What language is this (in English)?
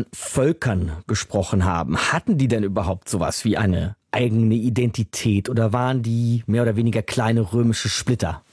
German